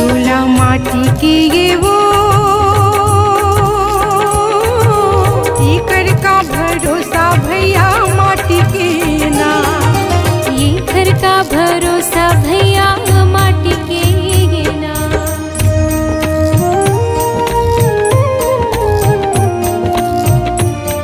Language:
Chhattisgarhi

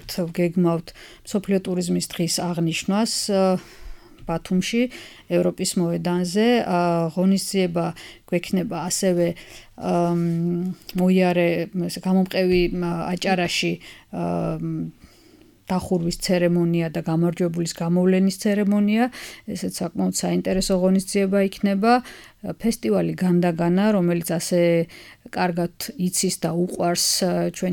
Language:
Georgian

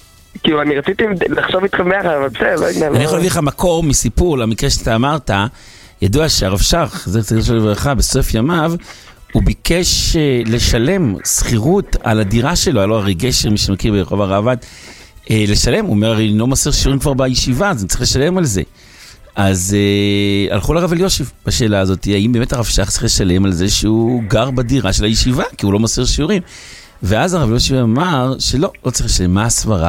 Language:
Hebrew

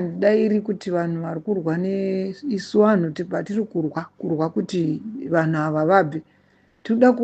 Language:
Shona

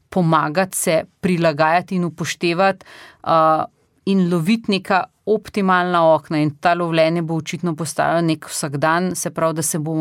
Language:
Slovenian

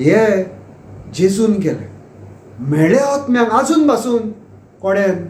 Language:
Konkani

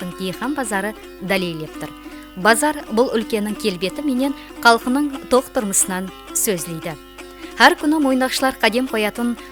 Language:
Kara-Kalpak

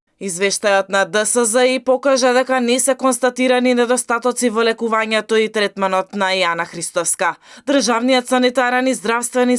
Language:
Macedonian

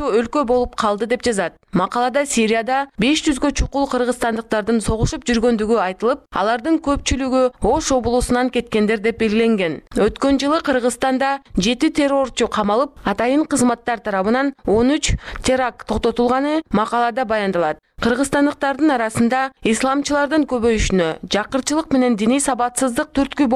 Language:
Kyrgyz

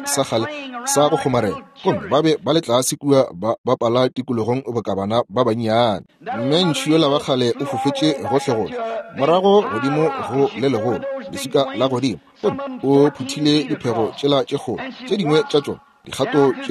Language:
Northern Sotho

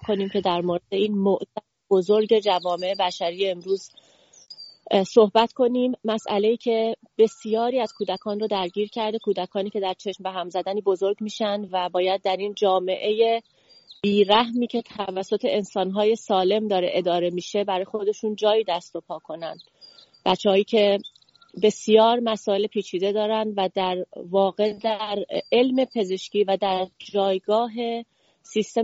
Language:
Persian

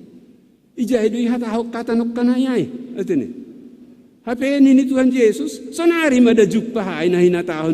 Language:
Batak Simalungun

